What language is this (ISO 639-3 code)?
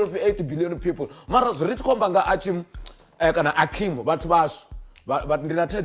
ven